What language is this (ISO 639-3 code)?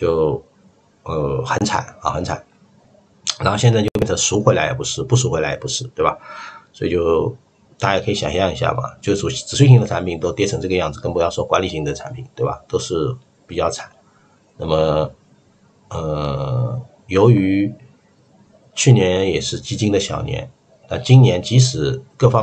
zho